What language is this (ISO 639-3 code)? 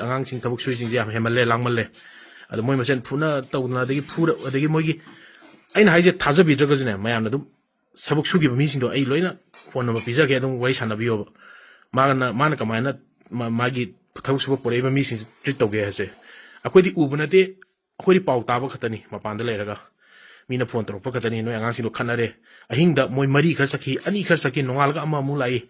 mni